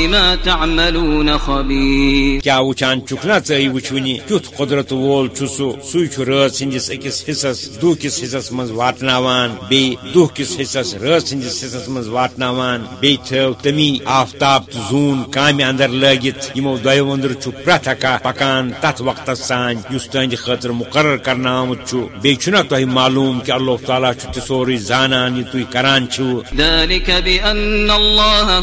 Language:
Kashmiri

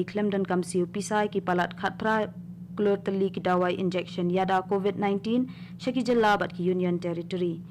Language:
Khasi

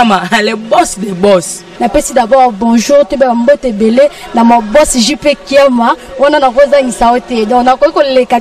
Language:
Lingala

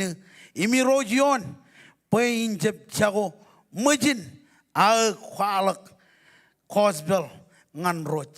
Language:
Marshallese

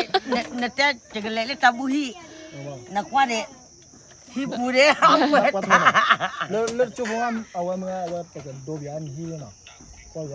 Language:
S'gaw Karen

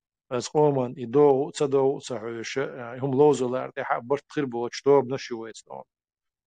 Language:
Chechen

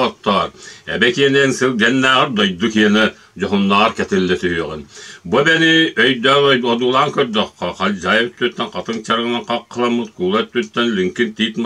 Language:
Yakut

